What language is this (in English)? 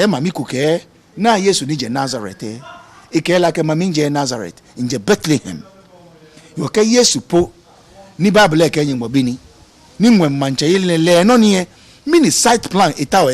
Ga